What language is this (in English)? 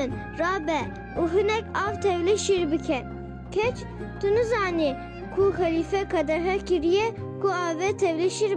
Kurdish